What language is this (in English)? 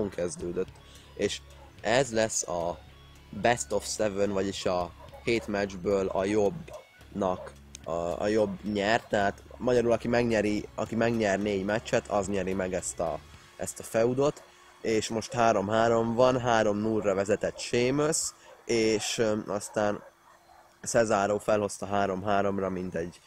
Hungarian